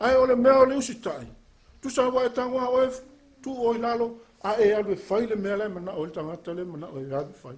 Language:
Samoan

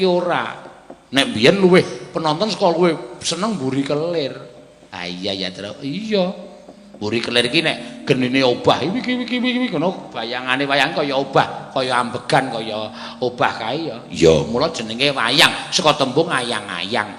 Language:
Javanese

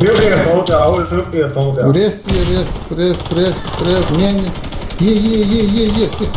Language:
Chechen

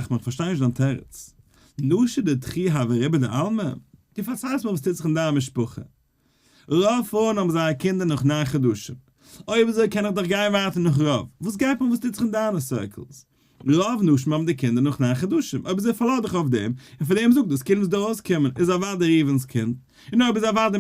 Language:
Yiddish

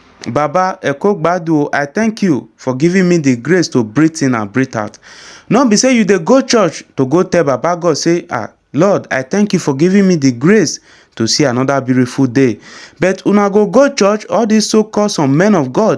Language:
Nigerian Pidgin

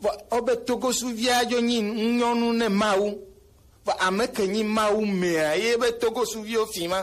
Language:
Gen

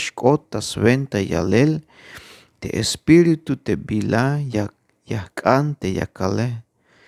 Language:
Tzeltal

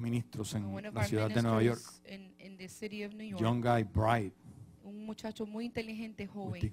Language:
Spanish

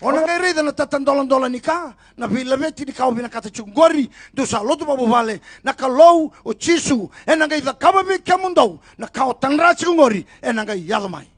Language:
Fijian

